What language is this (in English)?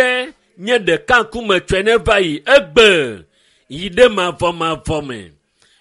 Ewe